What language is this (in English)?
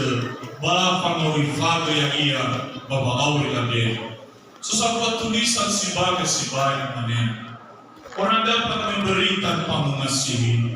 Nias